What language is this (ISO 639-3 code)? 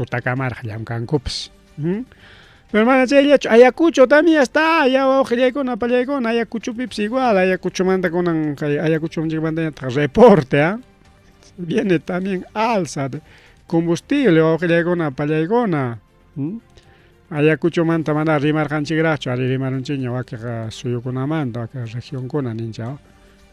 quy